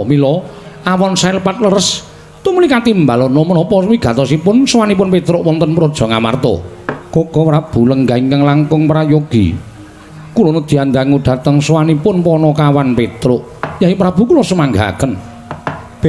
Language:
Javanese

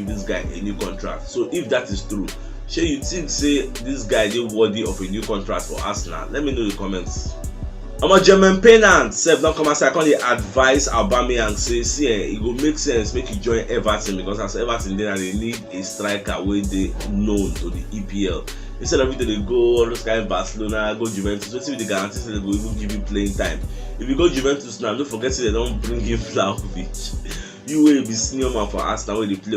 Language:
Nigerian Pidgin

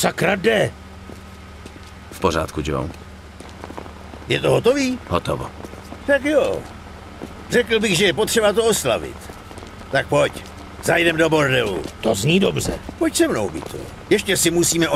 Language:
Czech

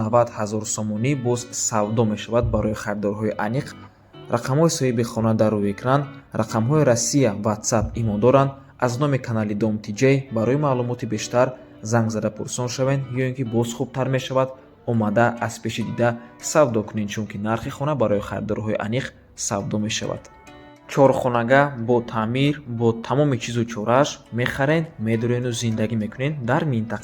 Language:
Tajik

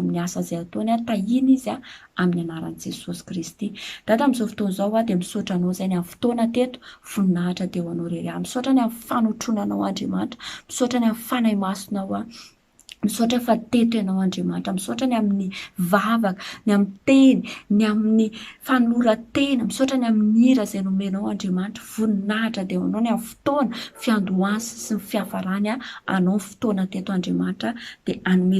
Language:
Malagasy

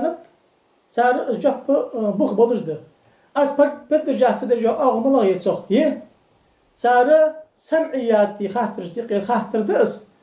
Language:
Ingush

